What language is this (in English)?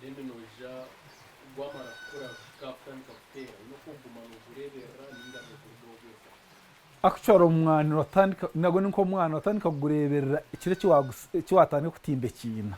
Nyankole